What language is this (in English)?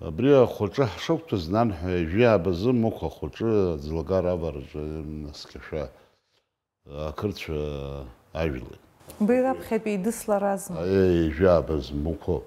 Abkhazian